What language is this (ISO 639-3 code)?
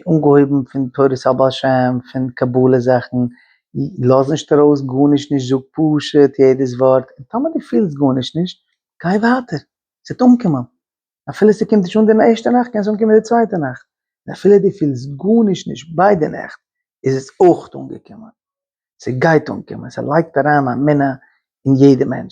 yid